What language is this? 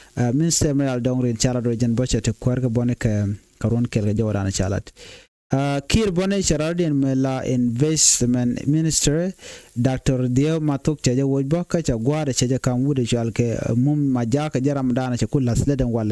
Nuer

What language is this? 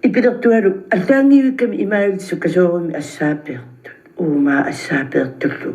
Kalaallisut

